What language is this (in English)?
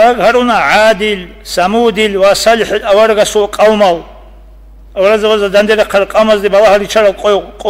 Avaric